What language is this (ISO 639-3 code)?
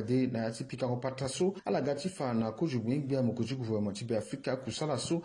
sag